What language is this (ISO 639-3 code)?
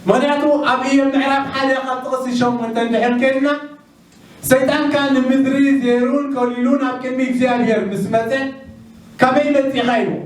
tir